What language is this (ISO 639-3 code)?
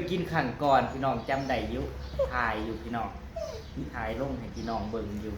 tts